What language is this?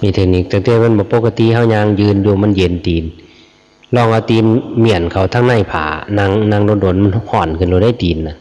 Lao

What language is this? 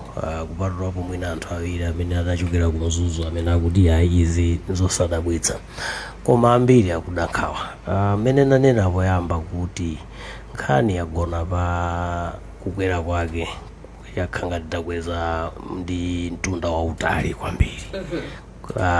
Nyanja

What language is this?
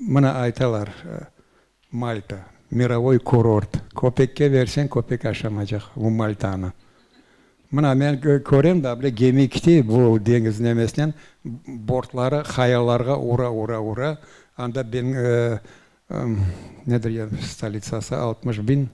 Crimean Tatar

